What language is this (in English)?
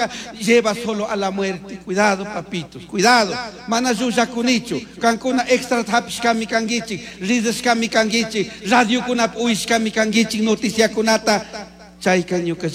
Chimborazo Highland Quichua